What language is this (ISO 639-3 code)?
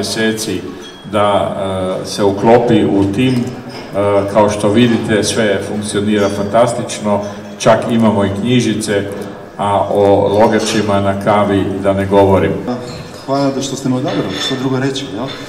hrv